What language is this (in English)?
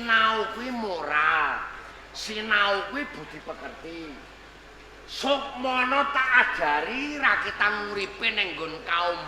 Javanese